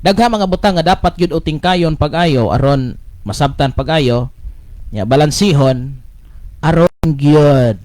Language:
Cebuano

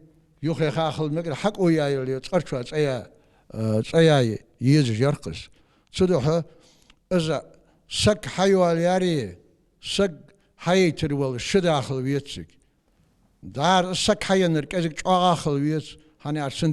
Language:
Ingush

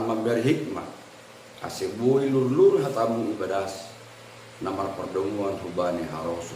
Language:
Batak Simalungun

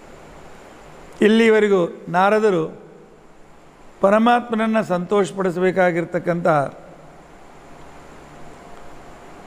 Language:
Kannada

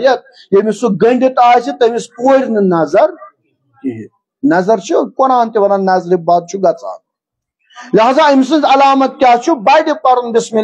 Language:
Kashmiri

